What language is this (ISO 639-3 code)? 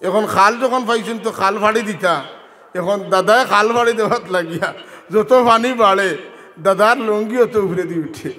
syl